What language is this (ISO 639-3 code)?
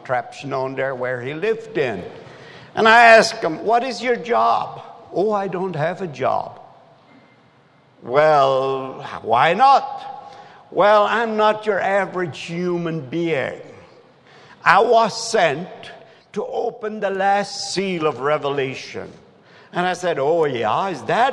eng